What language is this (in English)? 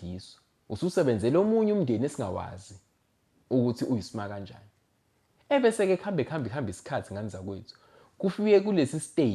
Zulu